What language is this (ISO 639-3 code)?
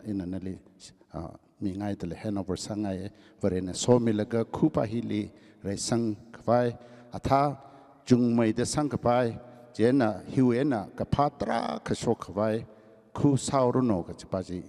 nmf